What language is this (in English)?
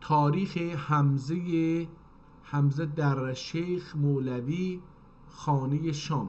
South Azerbaijani